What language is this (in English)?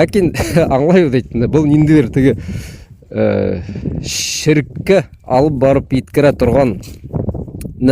Bashkir